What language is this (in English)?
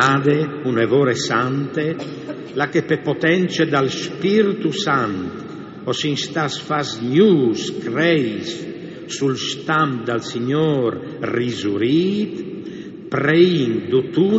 Friulian